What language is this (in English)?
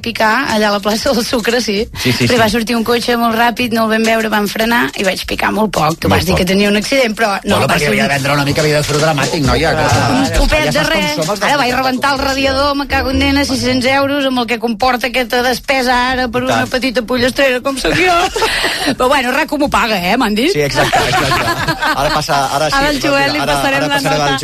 Catalan